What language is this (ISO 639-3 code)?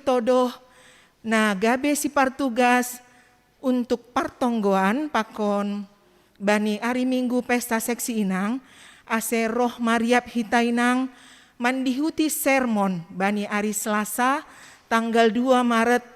bts